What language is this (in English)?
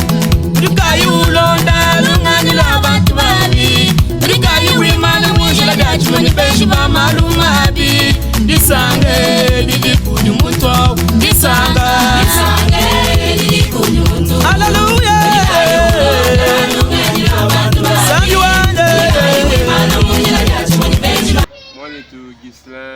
Luba-Lulua